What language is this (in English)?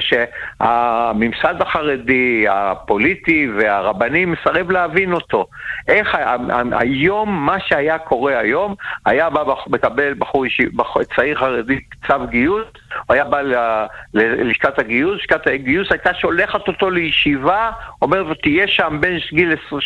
Hebrew